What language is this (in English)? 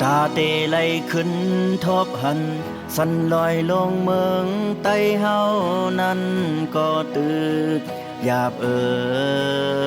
Shan